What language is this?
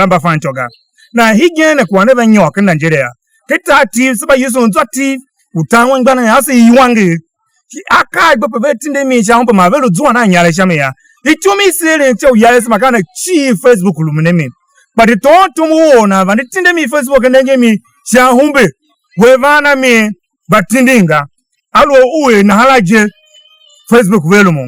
Tiv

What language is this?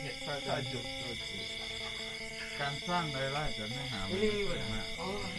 Northeastern Thai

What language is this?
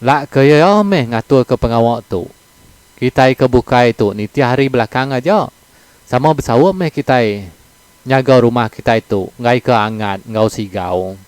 Iban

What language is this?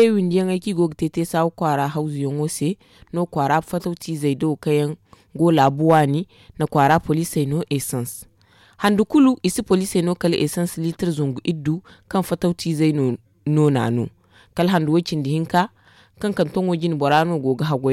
Zarma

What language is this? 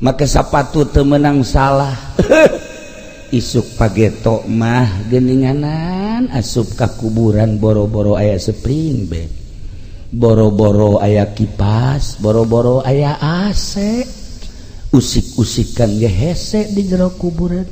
Sundanese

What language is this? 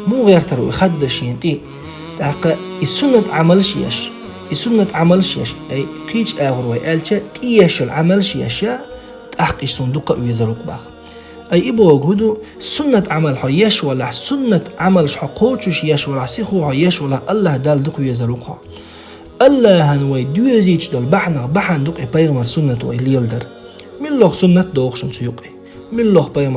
Chechen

